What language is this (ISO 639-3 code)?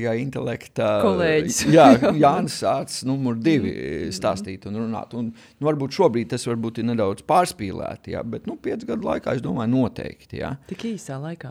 lav